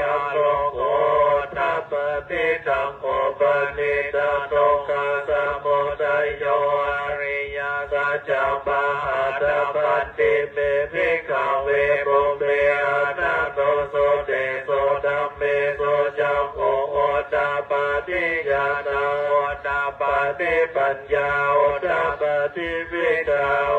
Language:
Pali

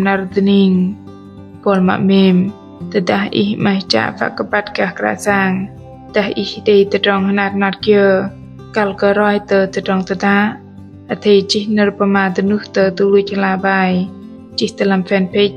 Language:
Bahnar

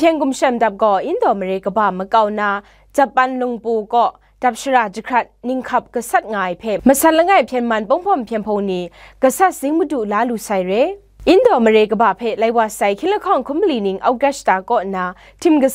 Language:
Kachin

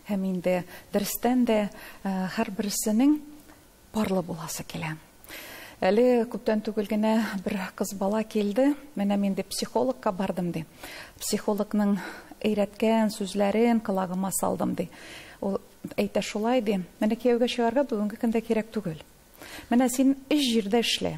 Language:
Tatar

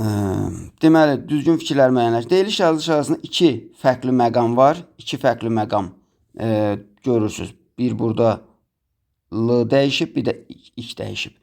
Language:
Azerbaijani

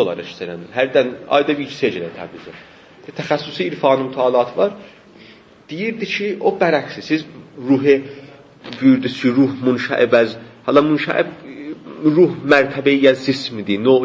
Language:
South Azerbaijani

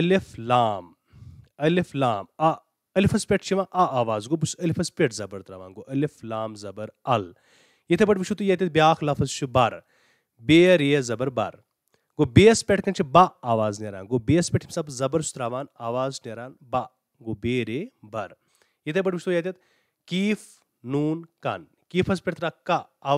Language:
Kashmiri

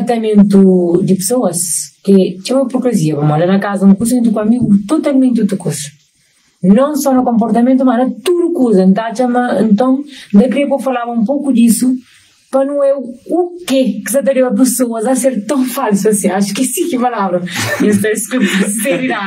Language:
Kabuverdianu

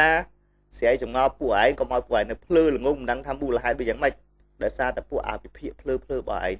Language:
Khmer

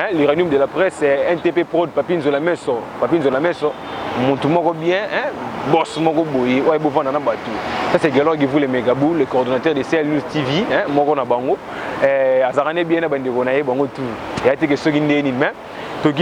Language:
Lingala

